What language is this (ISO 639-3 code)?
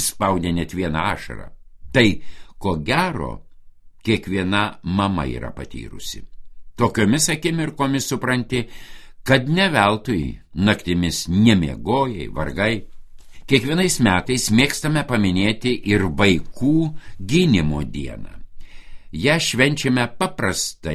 lit